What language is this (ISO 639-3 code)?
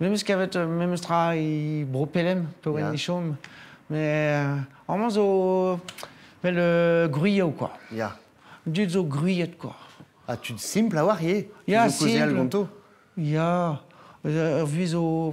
bre